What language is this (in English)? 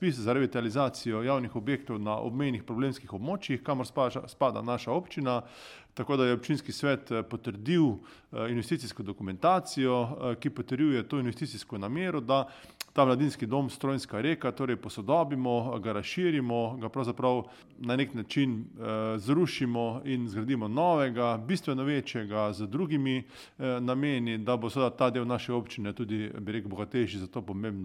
Slovenian